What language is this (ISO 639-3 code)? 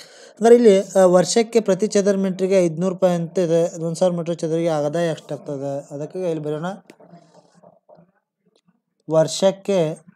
kan